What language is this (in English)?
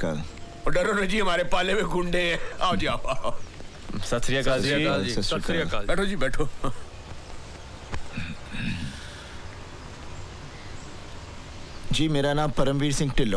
Hindi